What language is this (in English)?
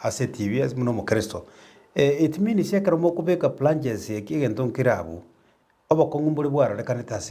Gusii